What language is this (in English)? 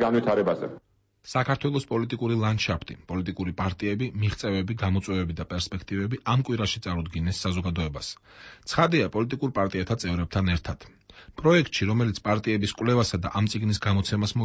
Georgian